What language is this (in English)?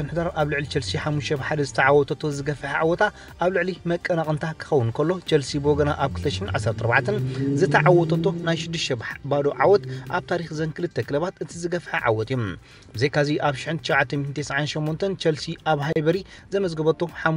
Tigrinya